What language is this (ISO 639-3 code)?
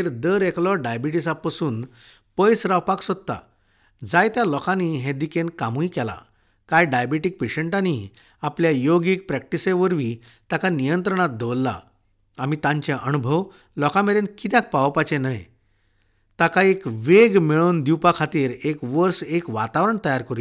kok